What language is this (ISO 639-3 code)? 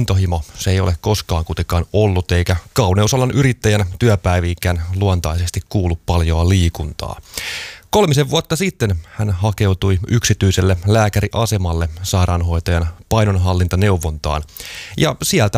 fin